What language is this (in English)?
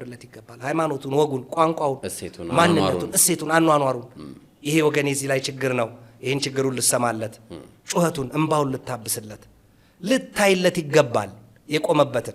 Amharic